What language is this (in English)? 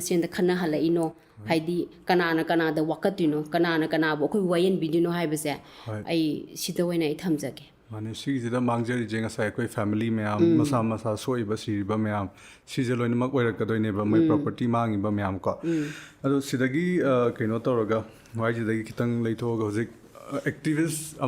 Manipuri